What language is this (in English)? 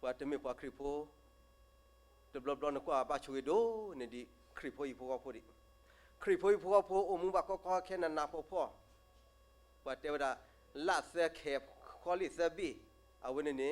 S'gaw Karen